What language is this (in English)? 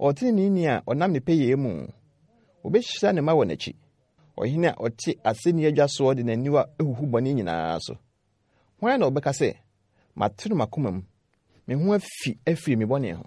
Akan